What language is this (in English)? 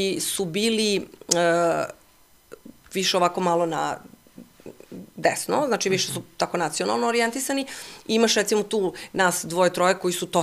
Serbian